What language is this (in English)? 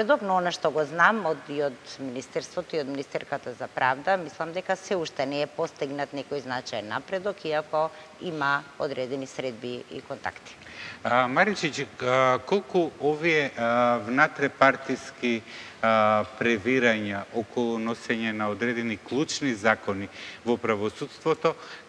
Macedonian